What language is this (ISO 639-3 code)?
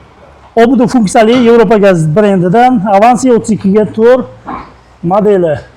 uzb